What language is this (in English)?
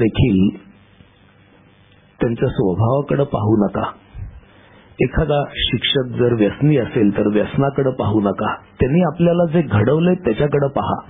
Marathi